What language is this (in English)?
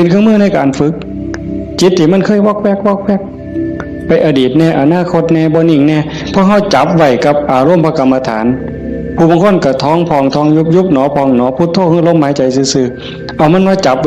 Northeastern Thai